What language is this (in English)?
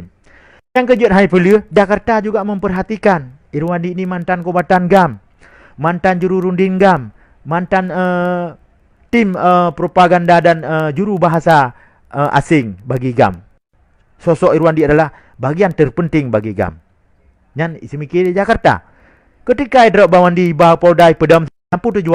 Achinese